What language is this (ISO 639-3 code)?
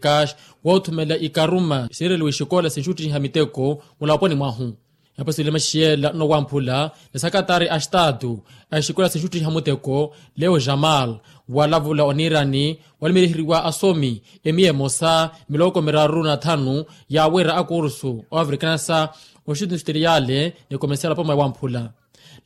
vmw